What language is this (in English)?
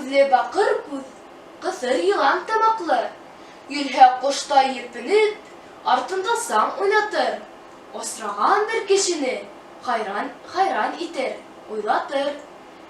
Bashkir